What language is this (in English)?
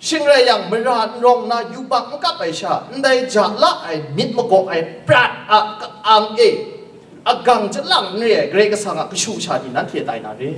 Kachin